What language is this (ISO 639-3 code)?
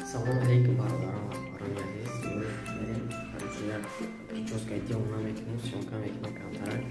tgk